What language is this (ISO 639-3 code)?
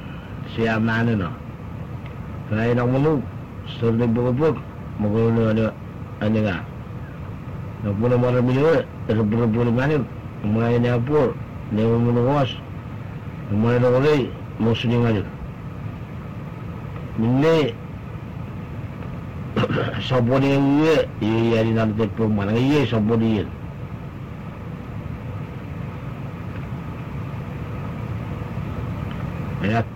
msa